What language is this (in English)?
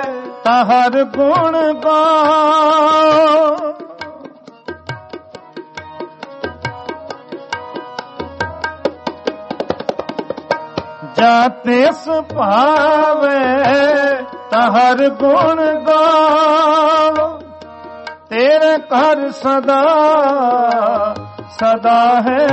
Punjabi